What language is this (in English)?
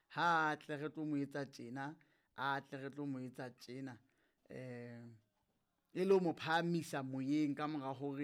Southern Sotho